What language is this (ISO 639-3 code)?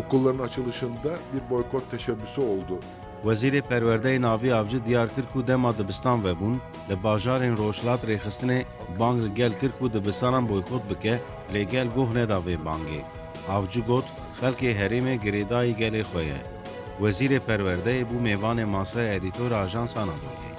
kur